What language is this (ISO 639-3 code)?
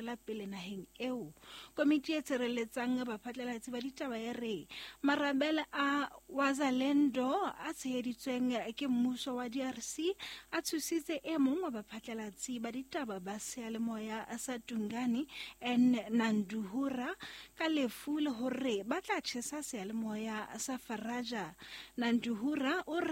sot